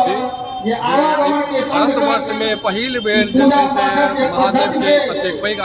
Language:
Maithili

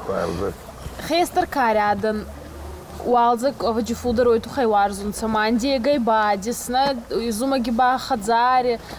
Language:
Ossetic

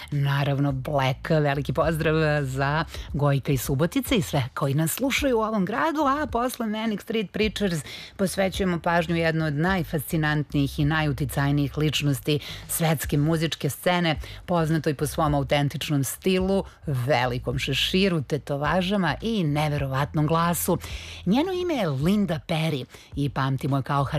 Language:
Serbian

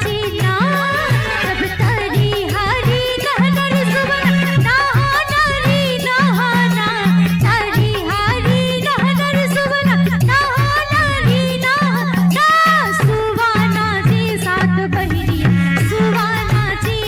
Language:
Chhattisgarhi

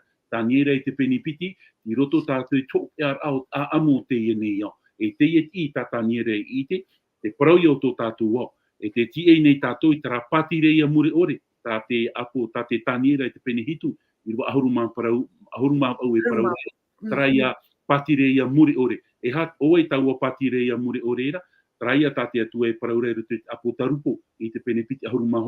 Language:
Tahitian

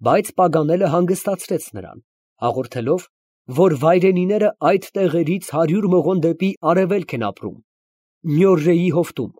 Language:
Armenian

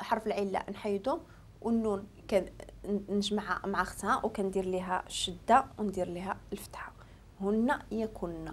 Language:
Moroccan Arabic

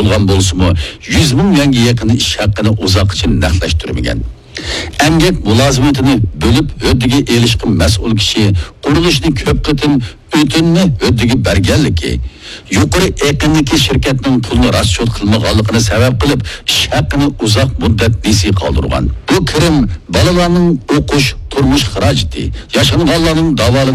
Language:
Uyghur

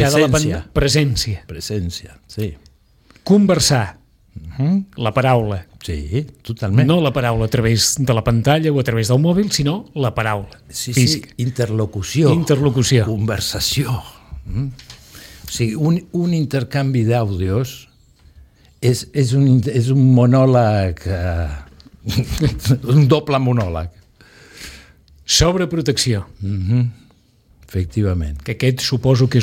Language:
Catalan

